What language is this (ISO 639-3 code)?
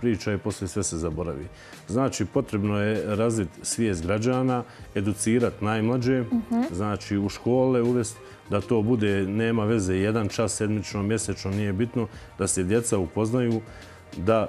bos